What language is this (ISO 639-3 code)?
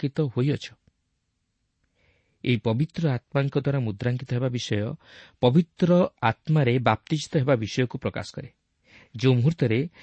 ori